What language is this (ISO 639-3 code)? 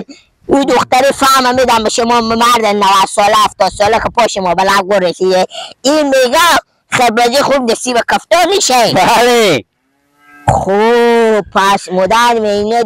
fas